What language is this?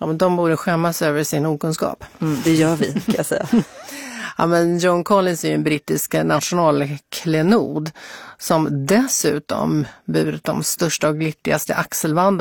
Swedish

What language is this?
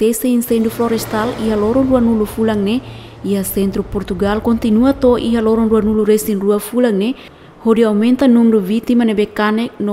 Tetum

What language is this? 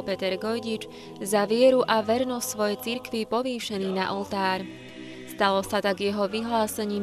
Slovak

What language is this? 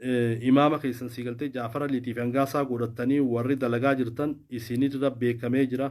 Oromo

